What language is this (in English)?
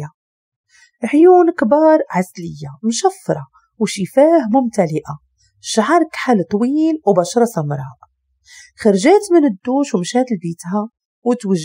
Moroccan Arabic